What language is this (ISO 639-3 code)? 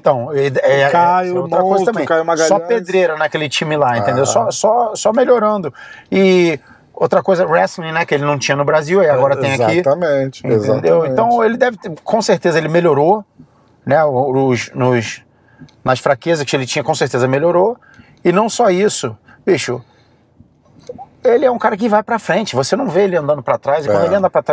por